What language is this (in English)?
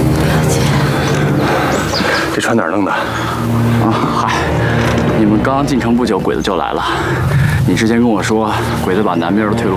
Chinese